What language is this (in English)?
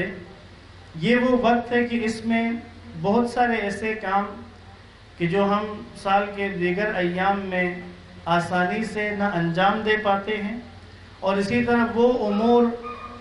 Urdu